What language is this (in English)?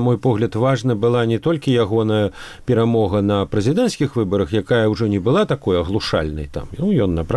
Belarusian